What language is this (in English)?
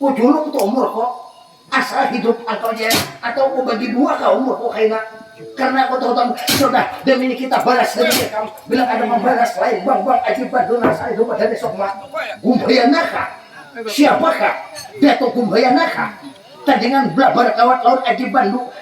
Banjar